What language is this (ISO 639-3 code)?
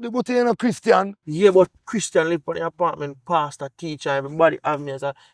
jam